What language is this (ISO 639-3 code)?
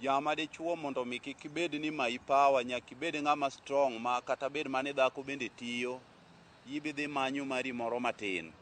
luo